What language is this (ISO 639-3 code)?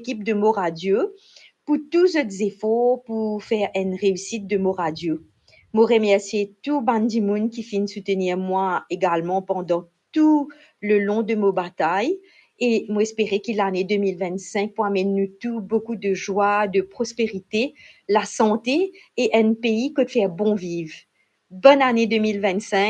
mfe